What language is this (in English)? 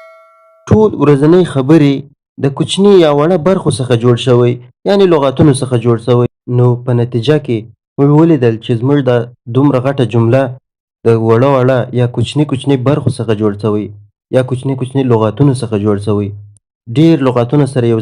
Pashto